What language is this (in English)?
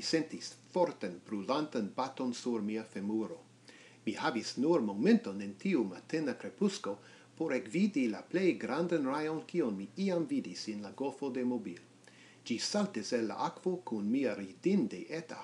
Esperanto